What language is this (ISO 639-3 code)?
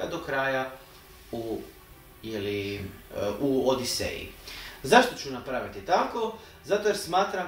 hrv